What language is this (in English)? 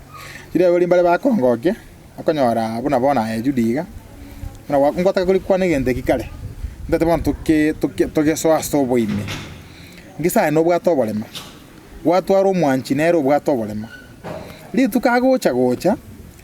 Gusii